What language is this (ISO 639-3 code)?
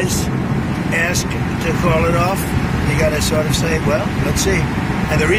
nor